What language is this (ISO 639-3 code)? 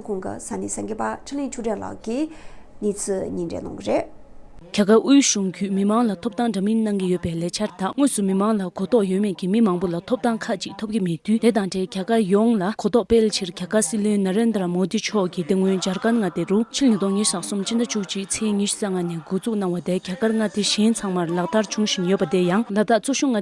bod